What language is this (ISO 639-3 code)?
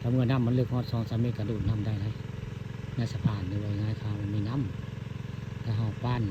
tts